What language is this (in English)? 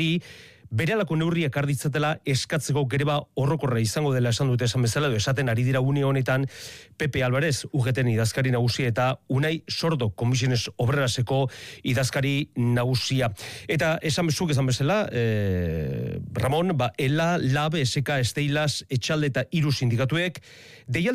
Basque